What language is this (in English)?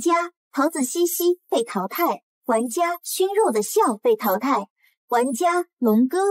Chinese